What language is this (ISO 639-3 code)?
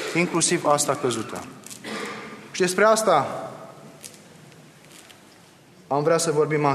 ron